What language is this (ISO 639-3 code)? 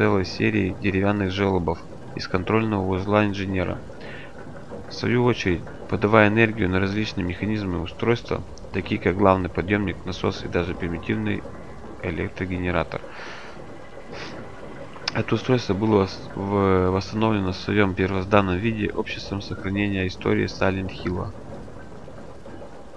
rus